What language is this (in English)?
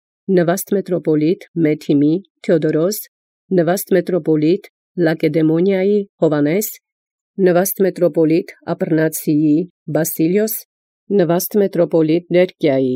Armenian